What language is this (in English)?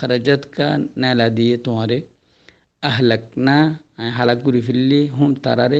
Rohingya